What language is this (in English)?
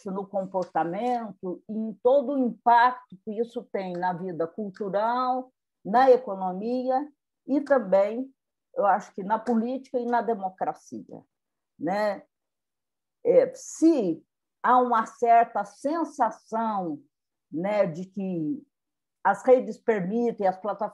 Portuguese